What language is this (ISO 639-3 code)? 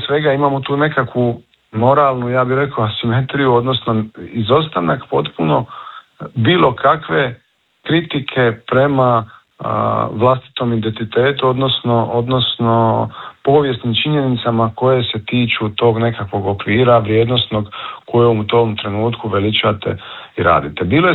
hrv